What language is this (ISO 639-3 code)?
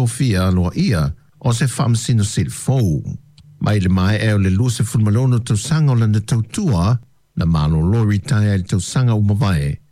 smo